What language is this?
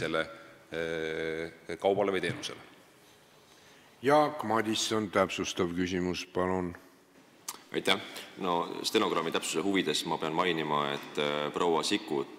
Estonian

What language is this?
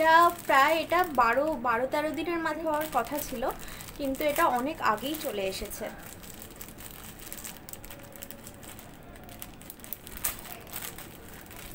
Bangla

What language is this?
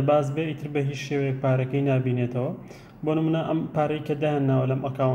Central Kurdish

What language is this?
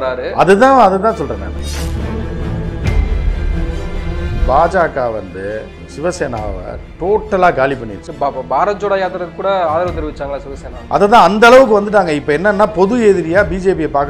Tamil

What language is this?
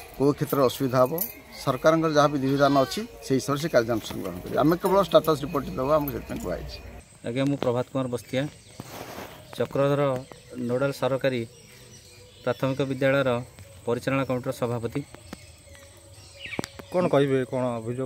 Odia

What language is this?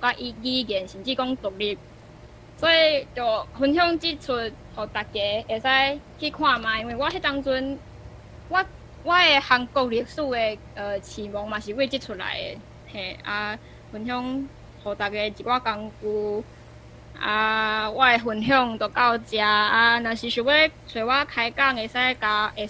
Min Nan Chinese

